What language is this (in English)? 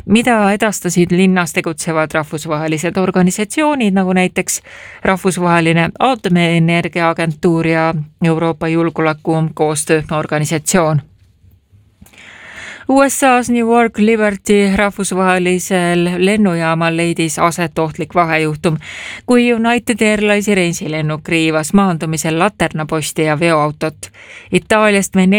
Estonian